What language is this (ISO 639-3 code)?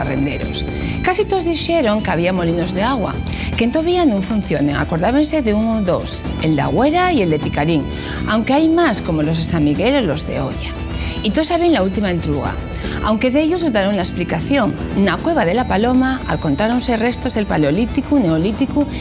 ast